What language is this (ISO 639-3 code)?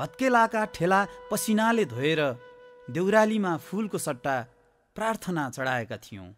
nep